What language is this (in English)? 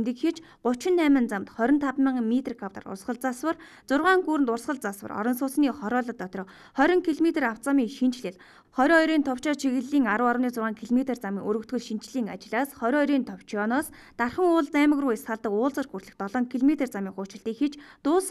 Mongolian